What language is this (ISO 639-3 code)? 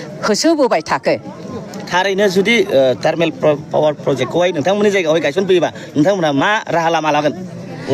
brx